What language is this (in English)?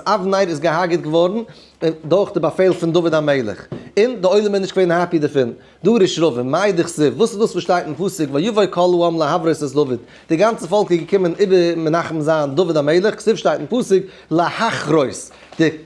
Yiddish